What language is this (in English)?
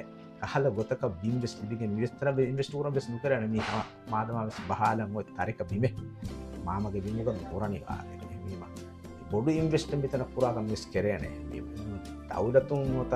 Divehi